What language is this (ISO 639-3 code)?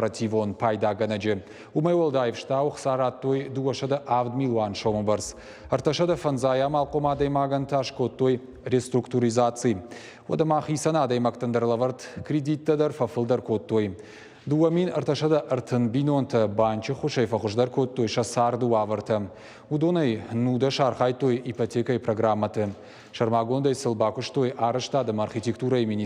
oss